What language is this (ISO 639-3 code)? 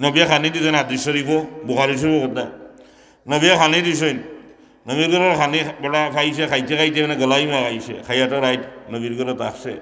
syl